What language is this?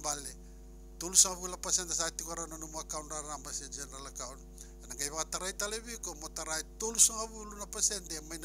Fijian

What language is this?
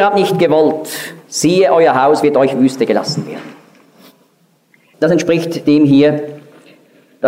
German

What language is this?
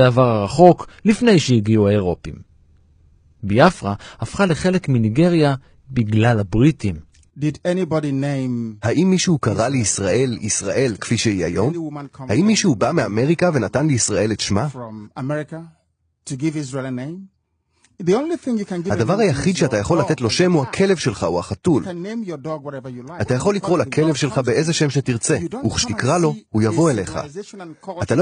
Hebrew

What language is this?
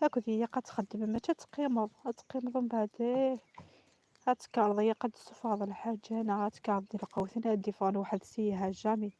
Kabyle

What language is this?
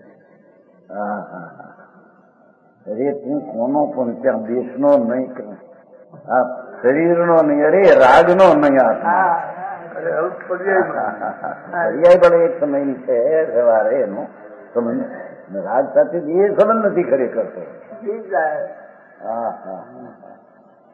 Gujarati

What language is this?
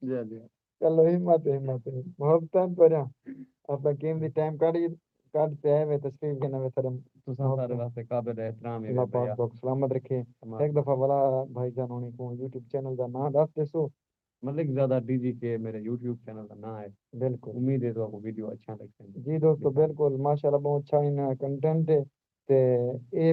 Saraiki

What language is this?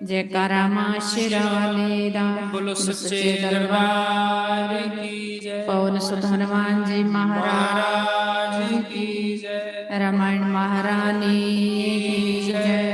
Dogri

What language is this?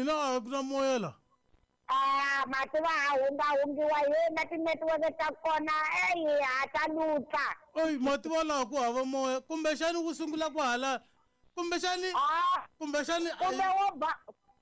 Tsonga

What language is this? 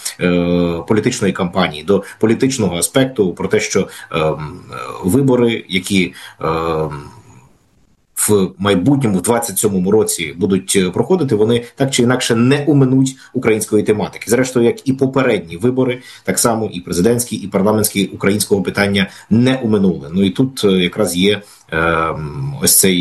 Ukrainian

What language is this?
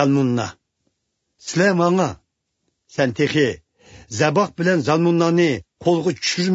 Uyghur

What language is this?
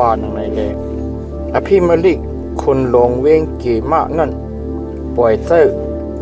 Shan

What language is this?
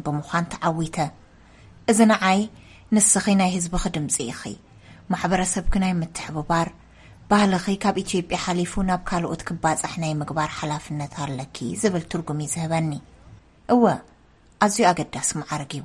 Tigrinya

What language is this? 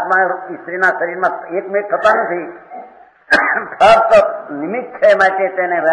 Gujarati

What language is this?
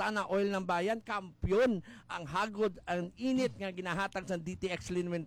Hiligaynon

